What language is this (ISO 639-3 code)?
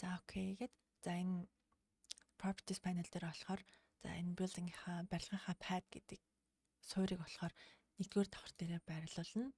mon